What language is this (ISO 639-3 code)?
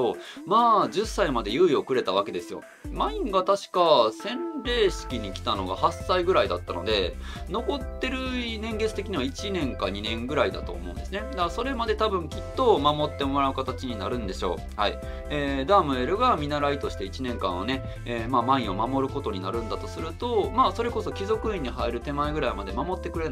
jpn